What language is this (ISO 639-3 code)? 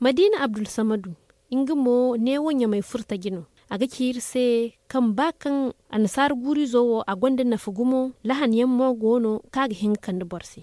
dje